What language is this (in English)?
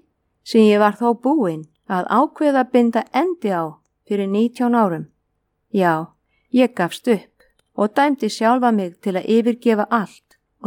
Icelandic